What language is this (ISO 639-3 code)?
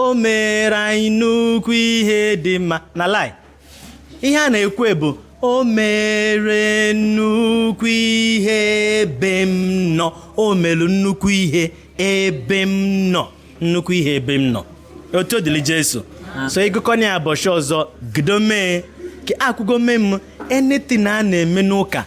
ibo